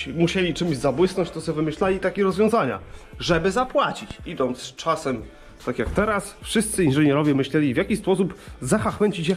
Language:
Polish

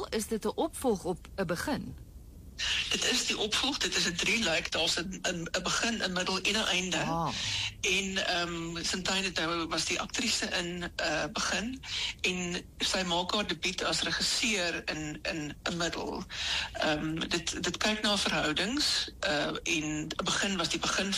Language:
Afrikaans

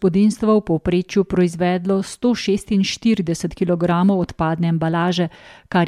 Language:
Slovenian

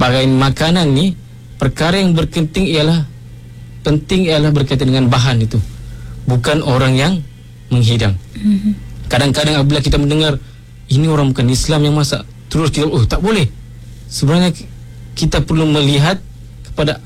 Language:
Malay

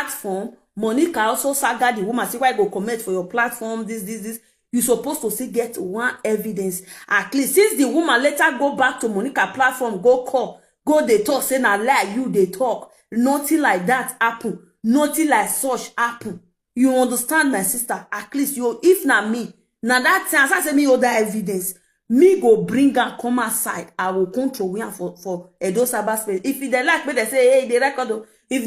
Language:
Nigerian Pidgin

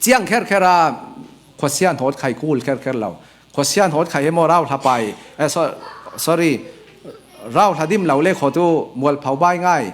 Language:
Falam Chin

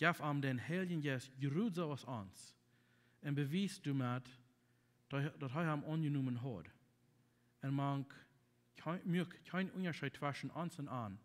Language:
Plautdietsch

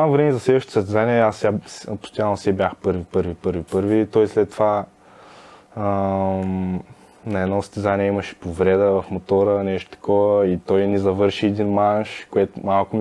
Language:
Bulgarian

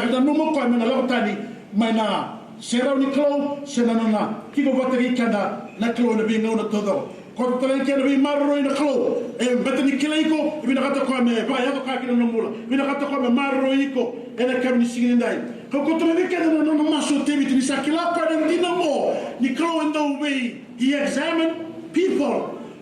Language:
Fijian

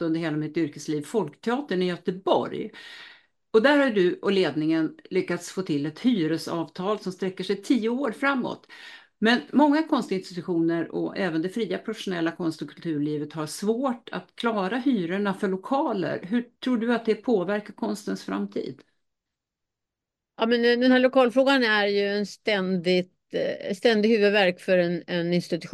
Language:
Swedish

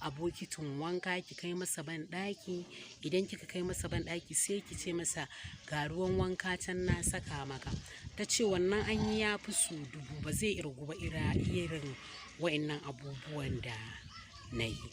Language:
Hausa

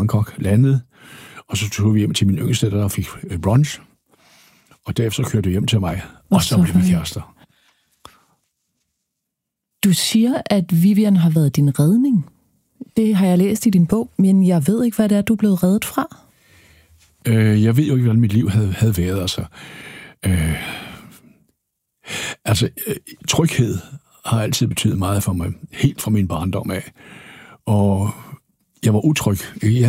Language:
Danish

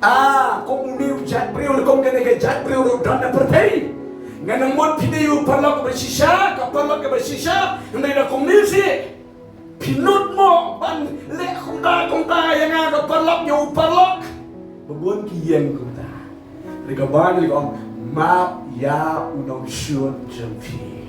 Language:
Khasi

